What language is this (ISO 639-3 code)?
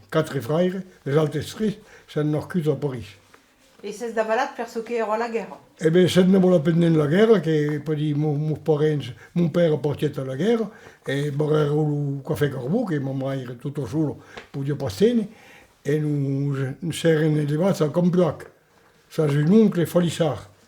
oci